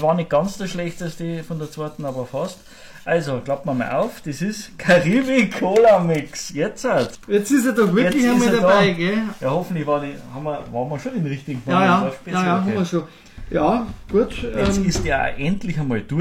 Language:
Bavarian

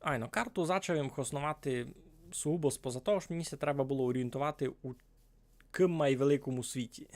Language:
Rusyn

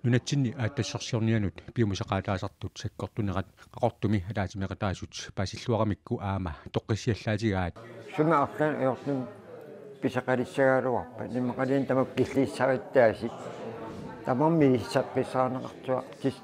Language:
Kalaallisut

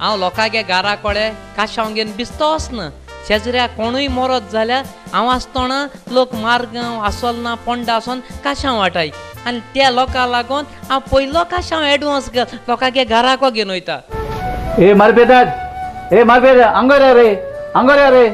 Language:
Konkani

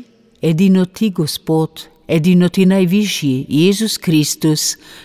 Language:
Slovenian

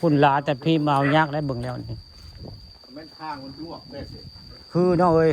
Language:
Northeastern Thai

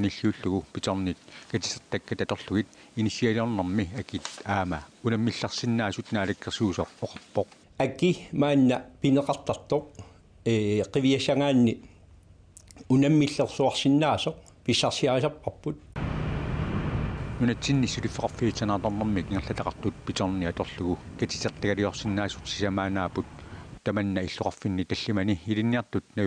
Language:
Kalaallisut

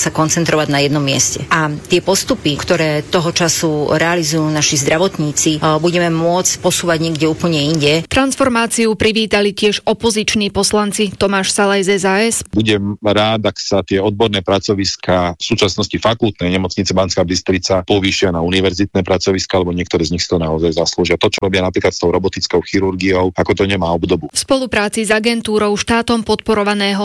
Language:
Slovak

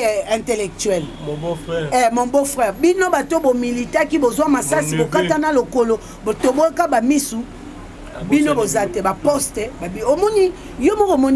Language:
Lingala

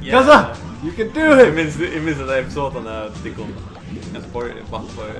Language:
Faroese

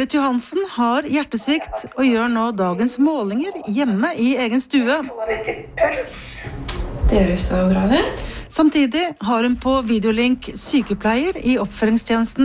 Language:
Norwegian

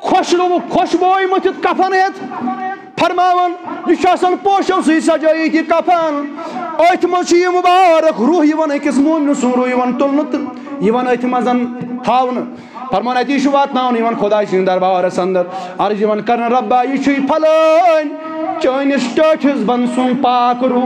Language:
Kashmiri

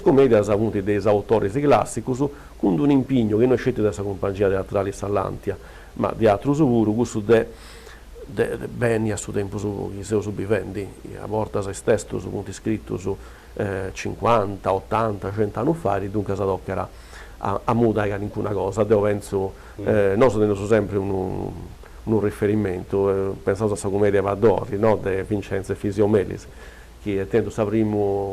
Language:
Sardinian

